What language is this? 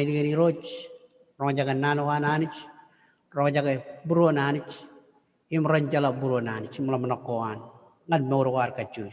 Marshallese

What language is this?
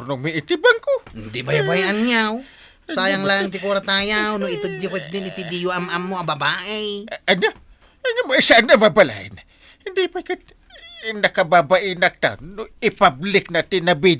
Iloko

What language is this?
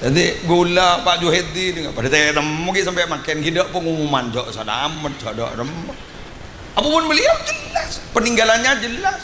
Madurese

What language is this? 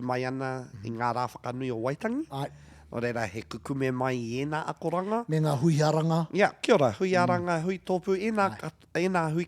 Māori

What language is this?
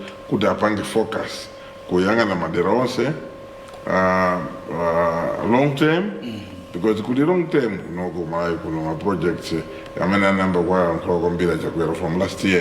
Nyanja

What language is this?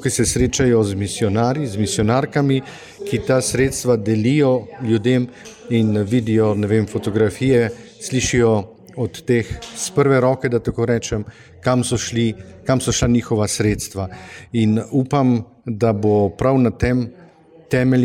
Slovenian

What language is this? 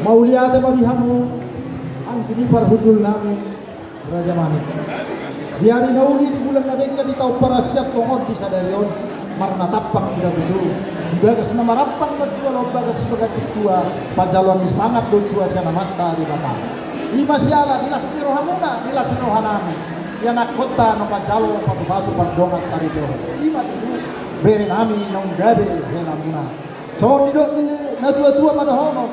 Batak Toba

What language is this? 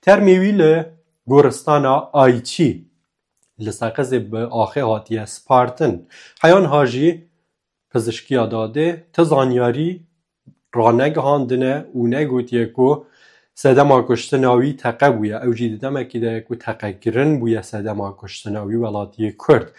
Kurdish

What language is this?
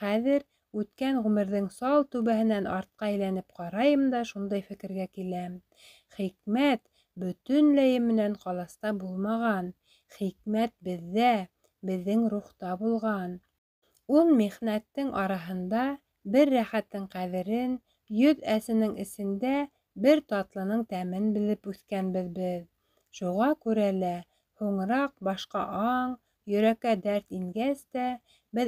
Bashkir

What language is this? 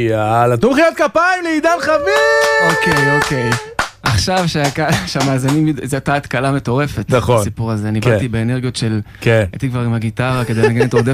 Hebrew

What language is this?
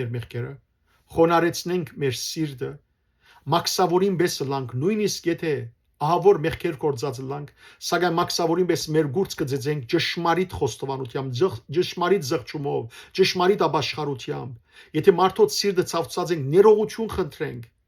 Western Armenian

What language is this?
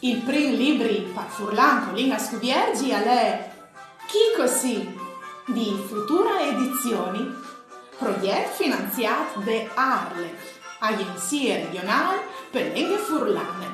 Friulian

